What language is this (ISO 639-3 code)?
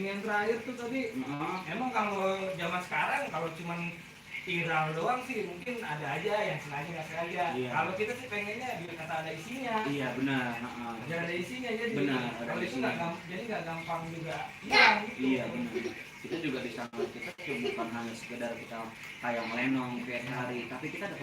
bew